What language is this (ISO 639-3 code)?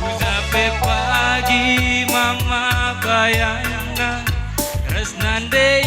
btx